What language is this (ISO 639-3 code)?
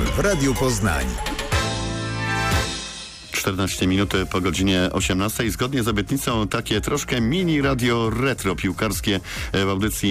pol